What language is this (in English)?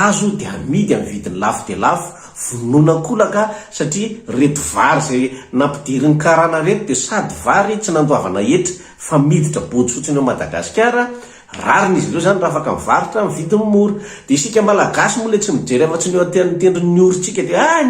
Malagasy